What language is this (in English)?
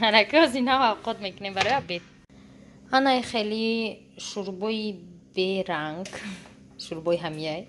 Tajik